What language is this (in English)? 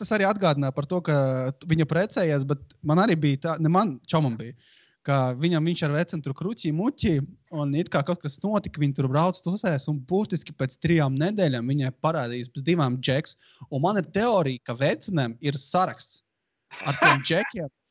Latvian